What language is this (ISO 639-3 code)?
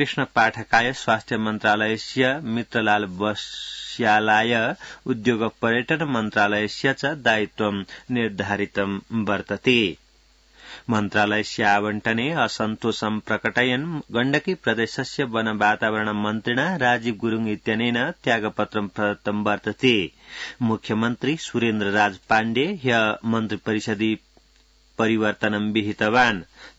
san